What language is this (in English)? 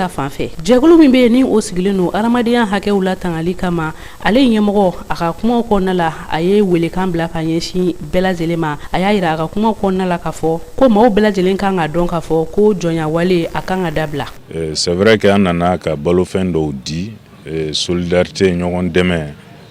Bambara